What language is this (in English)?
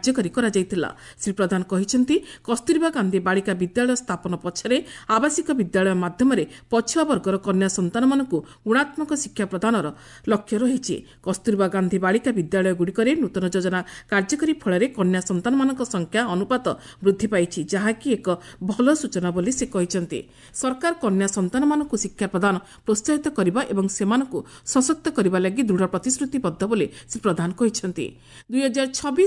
Odia